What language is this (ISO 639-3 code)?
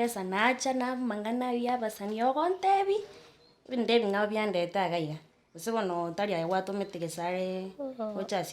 guz